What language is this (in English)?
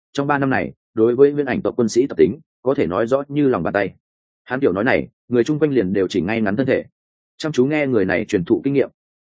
Vietnamese